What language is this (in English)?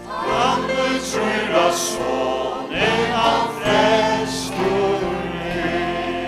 Faroese